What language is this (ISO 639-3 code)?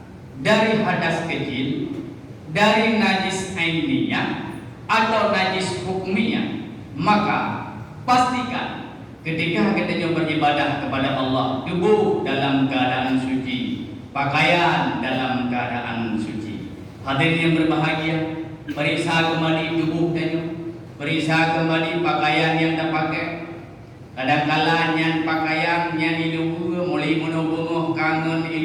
ace